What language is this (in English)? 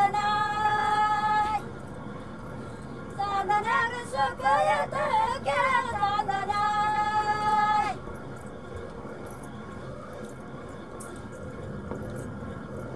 Marathi